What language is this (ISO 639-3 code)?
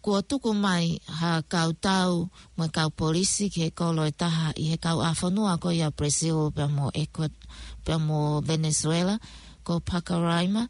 ton